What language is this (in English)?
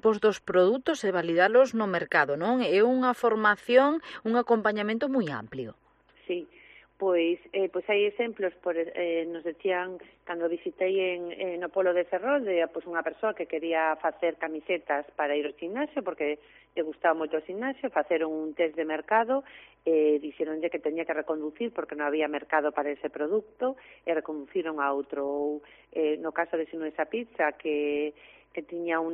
Galician